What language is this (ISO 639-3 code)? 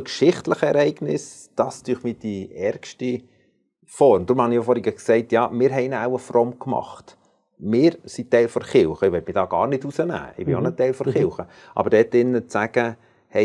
gsw